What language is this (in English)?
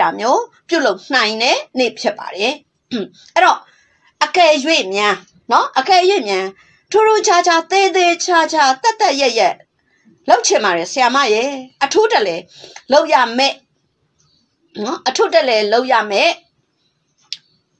Burmese